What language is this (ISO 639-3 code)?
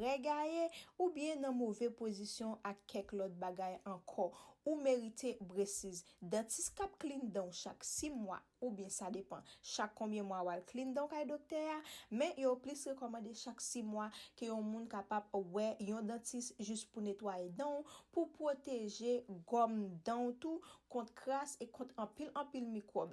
hat